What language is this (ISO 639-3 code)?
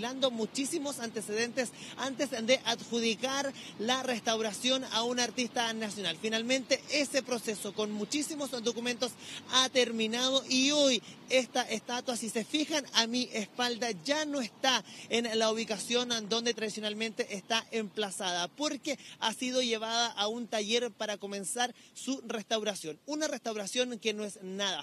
spa